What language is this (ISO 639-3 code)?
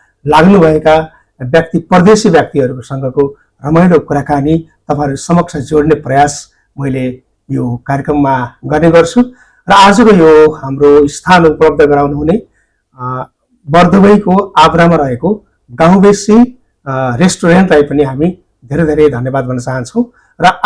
nep